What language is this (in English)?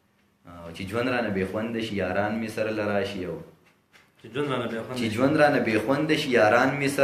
Pashto